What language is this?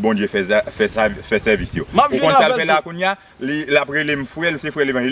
Haitian Creole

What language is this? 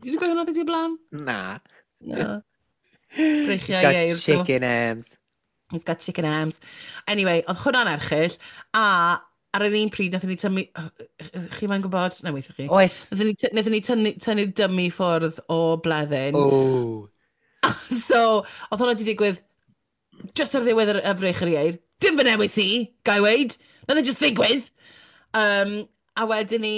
Welsh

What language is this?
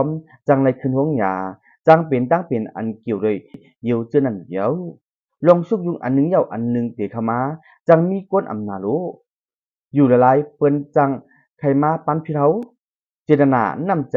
Shan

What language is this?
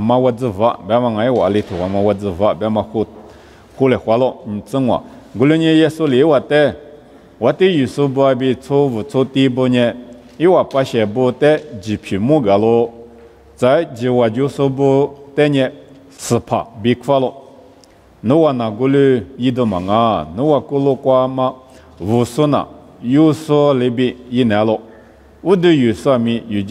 Lisu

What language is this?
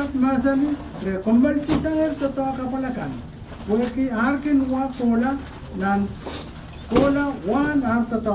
Pohnpeian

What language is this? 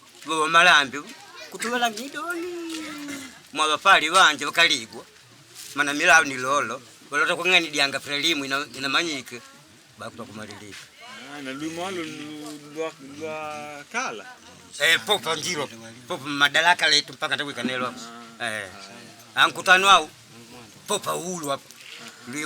Makonde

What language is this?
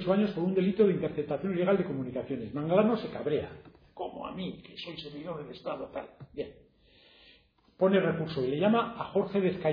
Spanish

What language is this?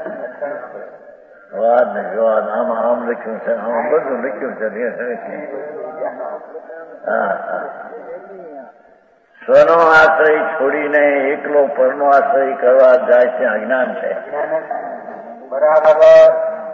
Gujarati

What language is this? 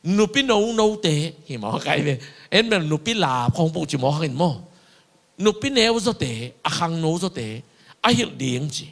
Tedim Chin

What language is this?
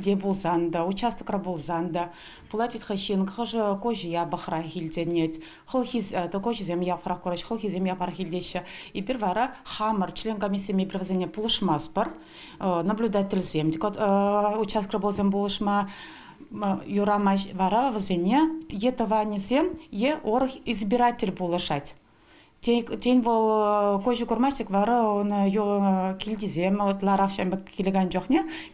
Chuvash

